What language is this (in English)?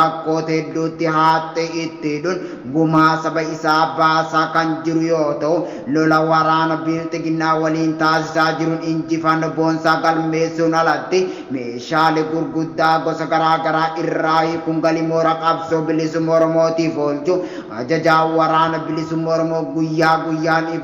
Oromo